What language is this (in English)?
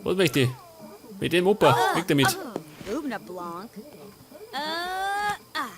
Bavarian